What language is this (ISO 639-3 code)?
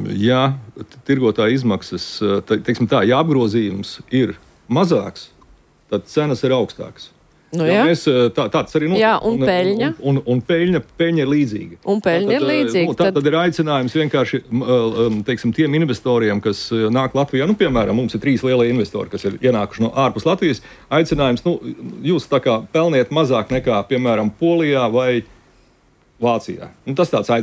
lav